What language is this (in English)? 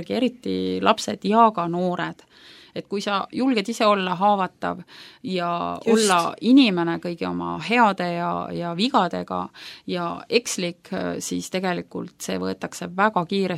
Estonian